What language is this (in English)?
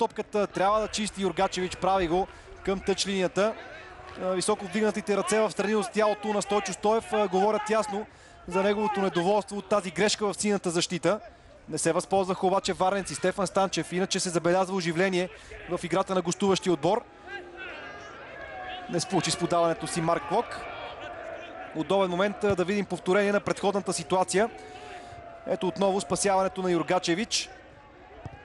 Bulgarian